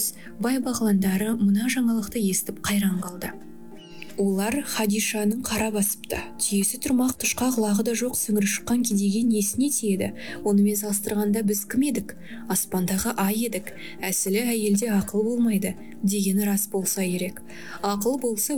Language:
Kazakh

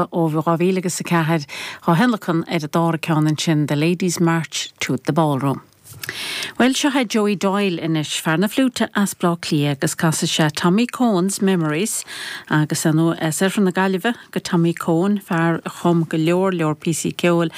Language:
Irish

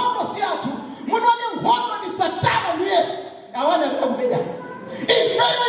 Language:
Nyanja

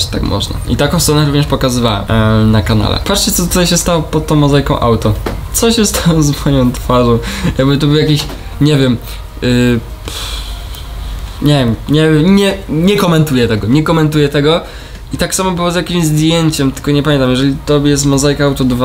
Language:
Polish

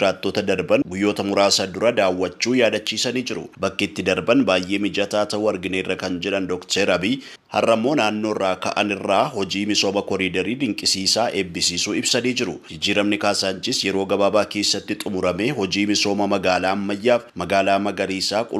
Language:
Oromo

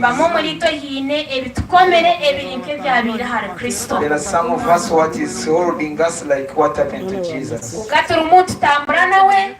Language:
Nyankole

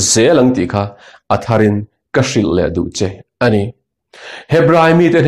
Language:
Mizo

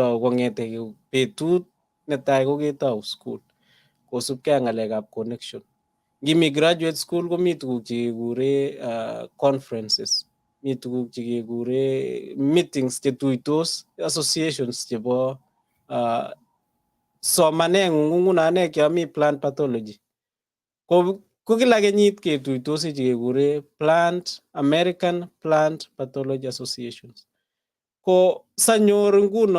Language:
Kalenjin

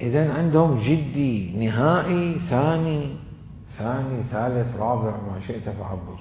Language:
Mesopotamian Arabic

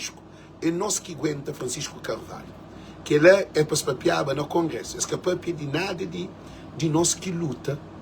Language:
Kabuverdianu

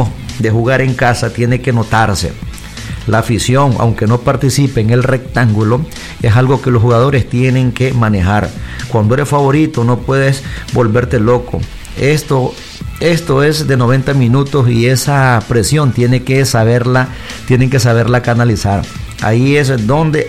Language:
Spanish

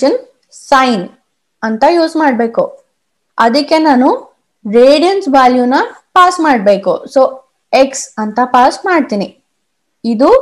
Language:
Kannada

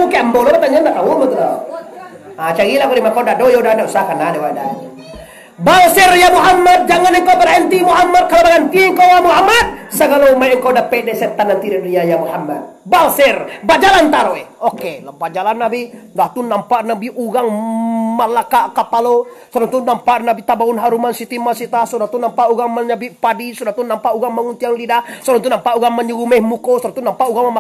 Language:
Minangkabau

